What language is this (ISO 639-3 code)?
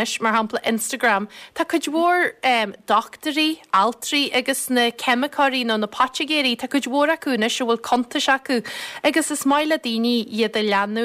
gle